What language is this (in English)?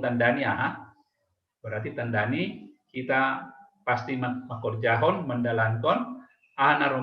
Batak Simalungun